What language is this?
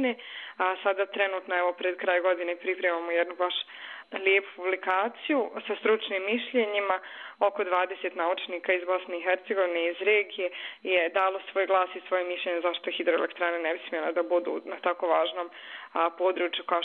Bosnian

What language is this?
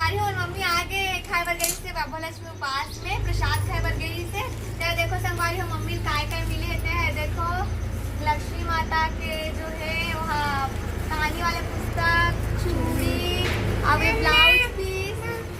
Chhattisgarhi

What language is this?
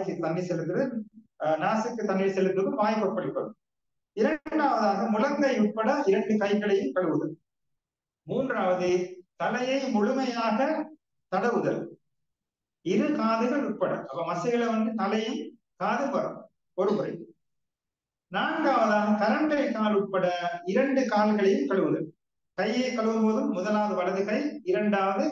Tamil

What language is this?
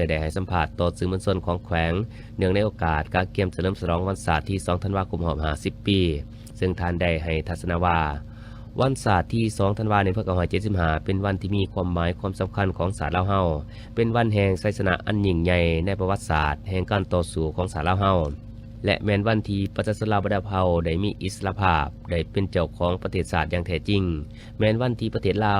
Lao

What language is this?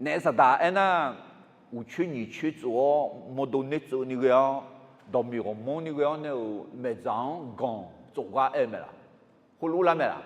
Akha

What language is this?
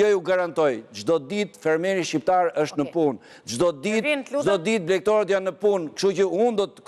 Albanian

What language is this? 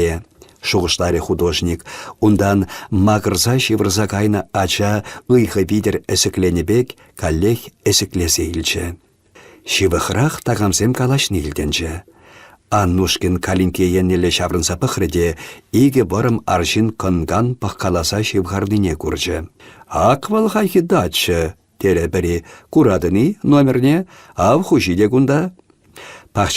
Chuvash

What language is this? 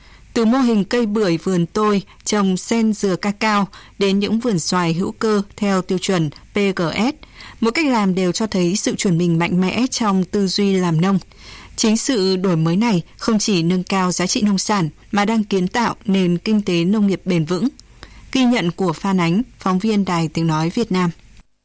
Vietnamese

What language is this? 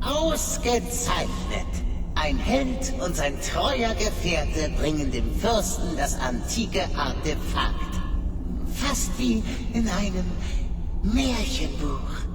Bavarian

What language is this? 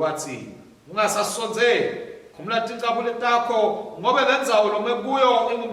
Swati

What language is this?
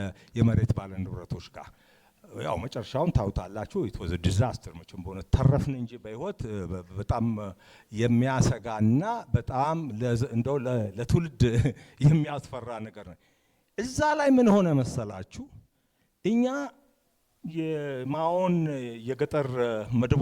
Amharic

